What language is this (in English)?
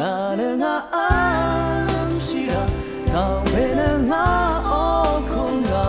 Rawang